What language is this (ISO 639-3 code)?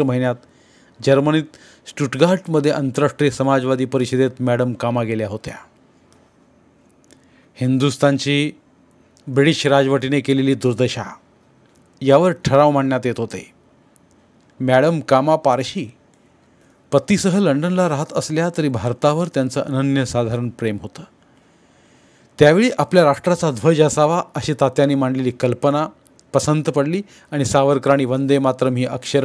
mar